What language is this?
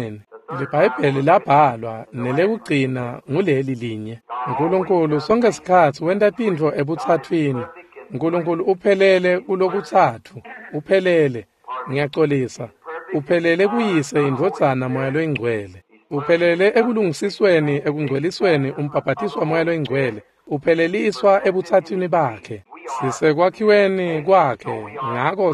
Swati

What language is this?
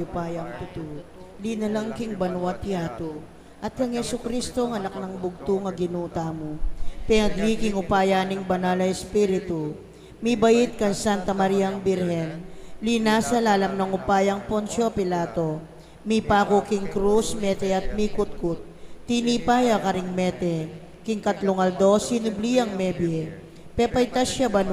Pampanga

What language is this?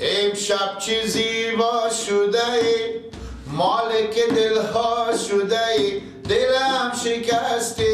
Persian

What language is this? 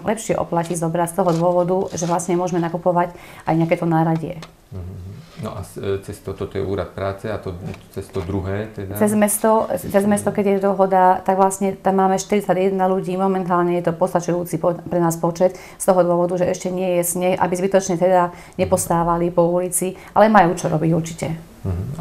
Slovak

